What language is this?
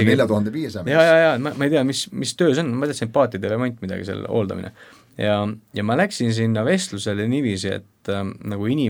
Estonian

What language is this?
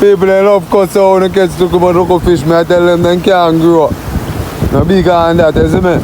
Jamaican Creole English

